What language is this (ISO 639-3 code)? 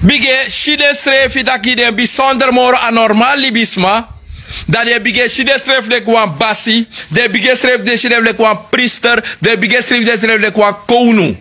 srn